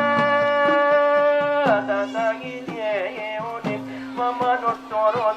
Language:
Batak Angkola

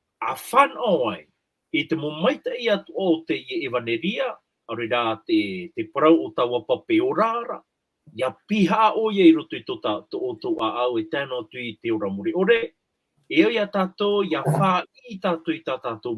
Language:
Tahitian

